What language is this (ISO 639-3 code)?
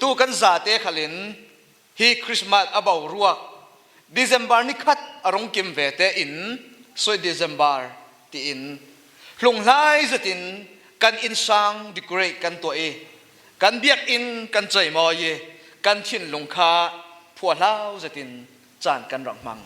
cfm